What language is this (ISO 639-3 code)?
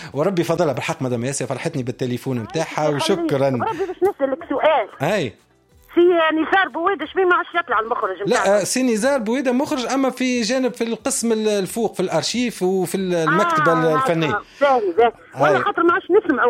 aeb